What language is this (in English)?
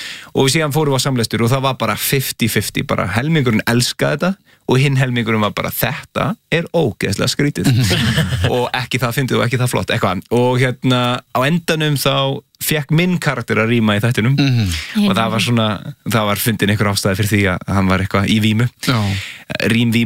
Icelandic